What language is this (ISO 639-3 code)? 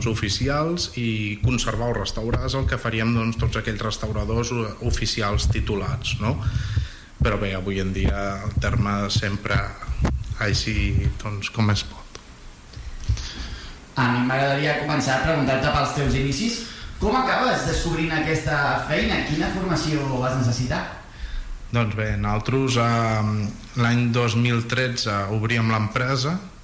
cat